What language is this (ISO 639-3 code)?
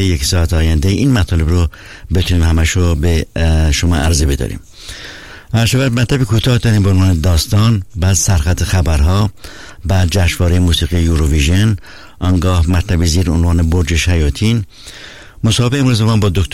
fas